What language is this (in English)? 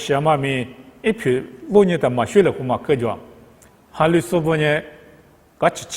Lisu